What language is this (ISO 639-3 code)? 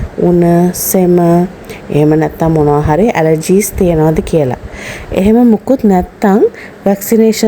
sin